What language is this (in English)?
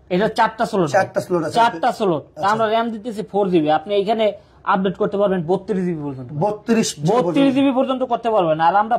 Bangla